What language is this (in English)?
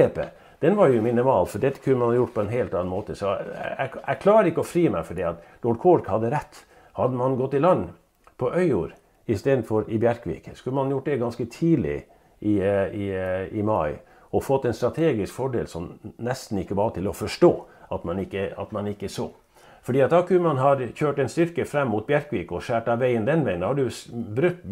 Norwegian